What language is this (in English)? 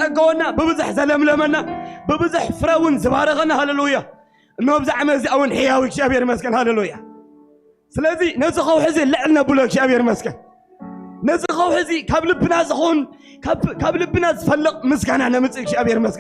Tigrinya